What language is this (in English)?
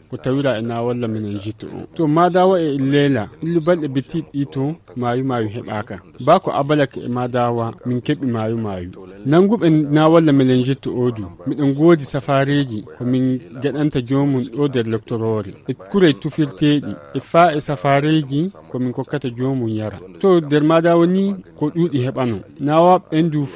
Nigerian Fulfulde